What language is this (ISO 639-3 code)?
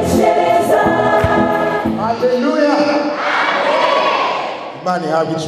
run